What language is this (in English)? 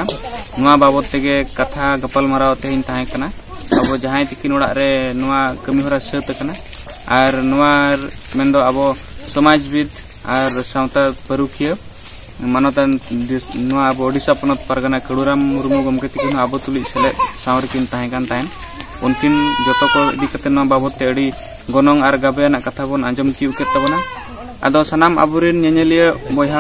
Santali